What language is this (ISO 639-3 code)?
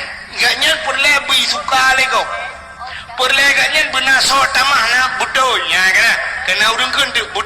ace